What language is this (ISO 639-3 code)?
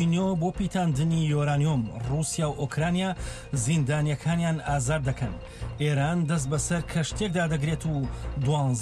ckb